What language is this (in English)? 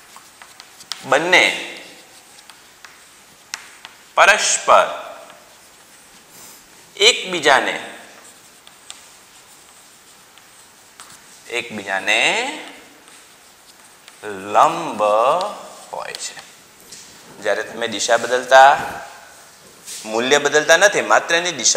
Gujarati